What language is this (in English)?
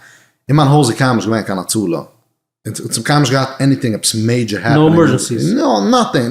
Yiddish